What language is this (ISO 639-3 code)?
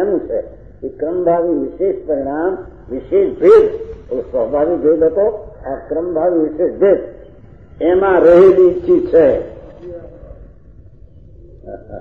guj